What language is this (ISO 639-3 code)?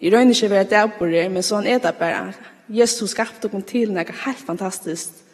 fao